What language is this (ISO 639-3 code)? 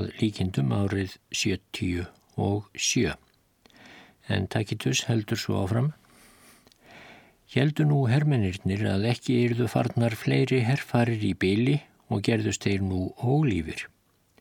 isl